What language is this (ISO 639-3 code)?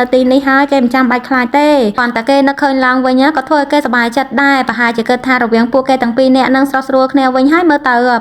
khm